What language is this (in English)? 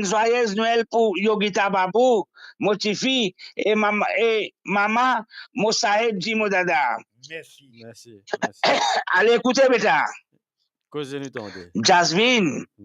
Morisyen